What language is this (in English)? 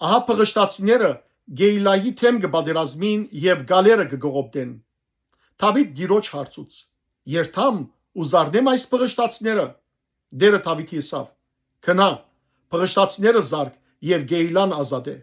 Western Armenian